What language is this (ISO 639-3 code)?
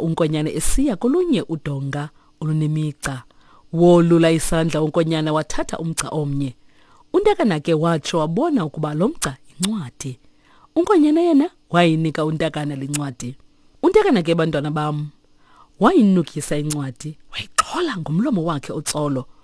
xho